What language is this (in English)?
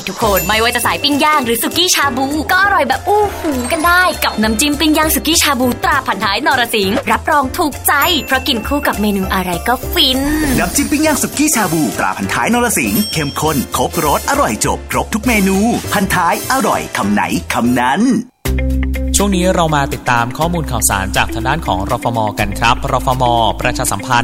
Thai